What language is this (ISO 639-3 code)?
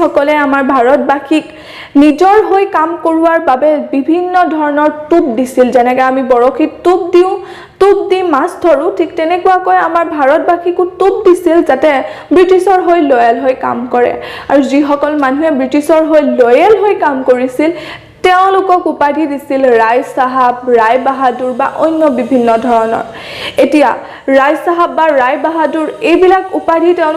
asm